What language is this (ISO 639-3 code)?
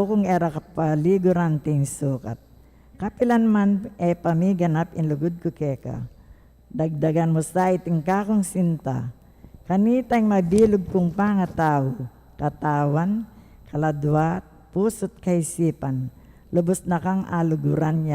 pam